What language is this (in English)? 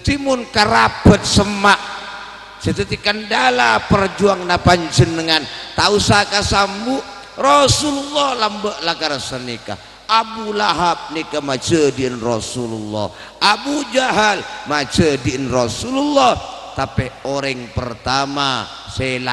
Madurese